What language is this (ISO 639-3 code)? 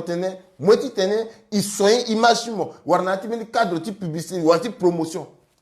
sag